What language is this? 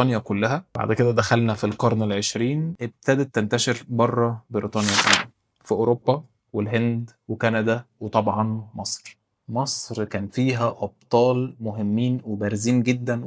Egyptian Arabic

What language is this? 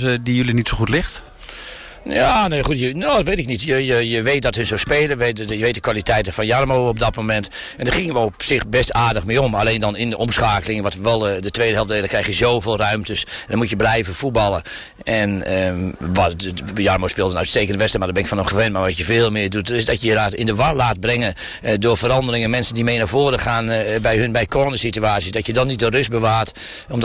Dutch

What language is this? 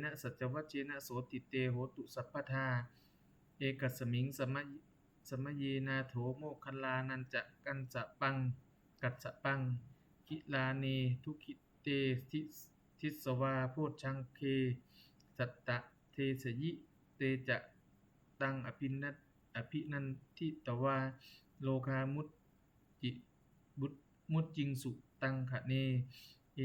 Pali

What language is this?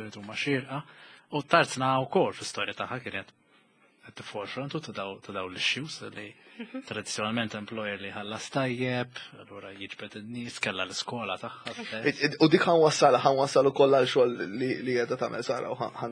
Maltese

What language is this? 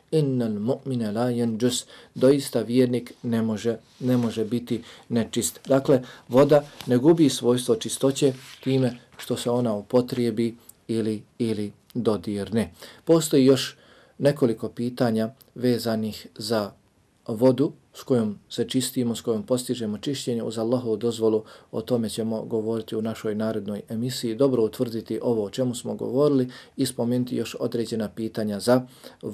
Bosnian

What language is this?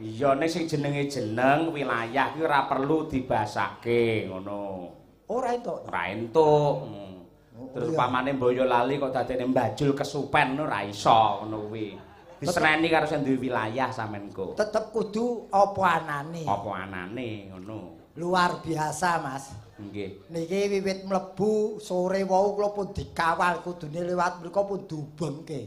Javanese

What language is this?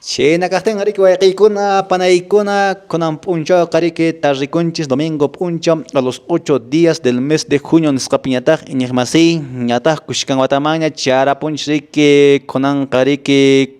Quechua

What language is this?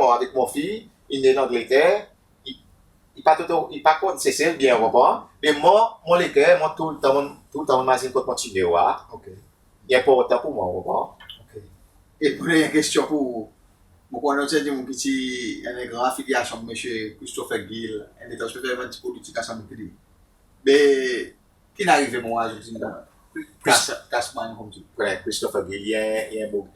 Seselwa Creole French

